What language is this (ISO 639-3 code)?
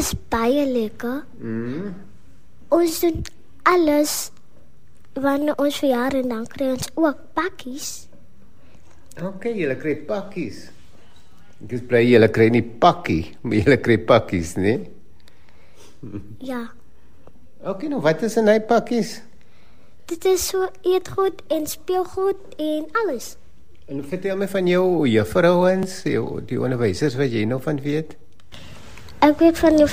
afr